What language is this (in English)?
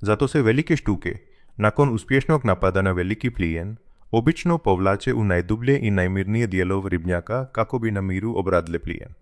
Croatian